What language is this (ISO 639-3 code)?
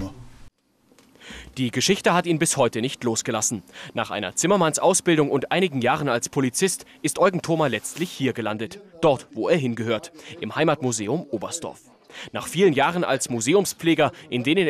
deu